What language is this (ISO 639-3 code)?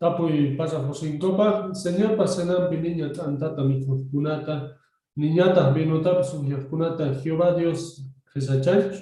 que